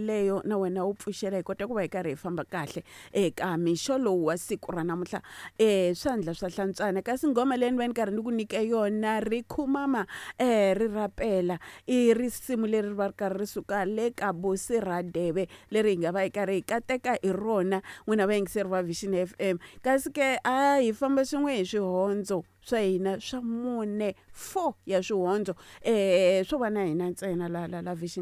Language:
Tsonga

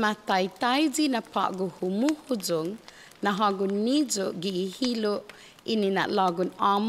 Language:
Chamorro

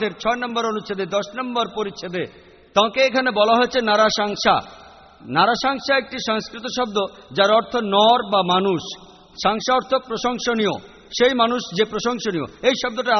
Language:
Bangla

